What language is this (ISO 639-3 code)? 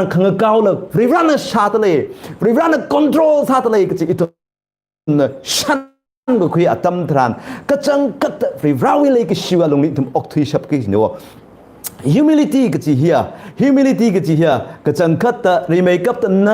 nmf